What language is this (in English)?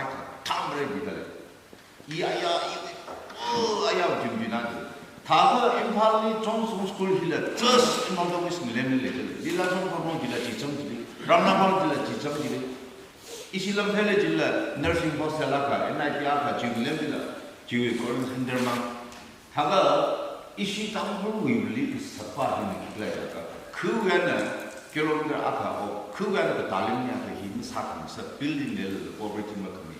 Tangkhul Naga (India)